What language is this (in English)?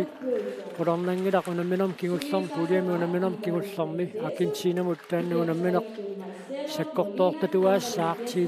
Kalaallisut